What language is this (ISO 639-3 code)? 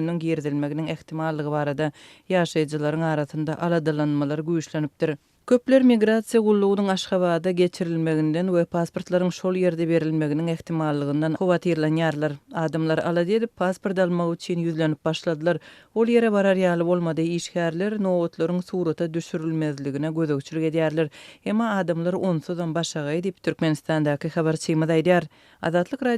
tuk